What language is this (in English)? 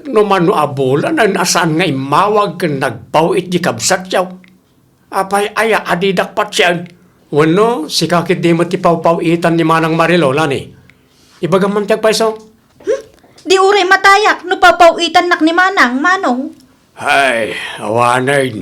Iloko